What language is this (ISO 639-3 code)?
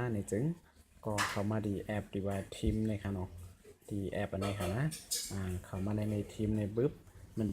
shn